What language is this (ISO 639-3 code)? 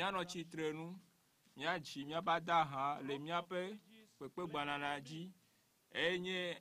ewe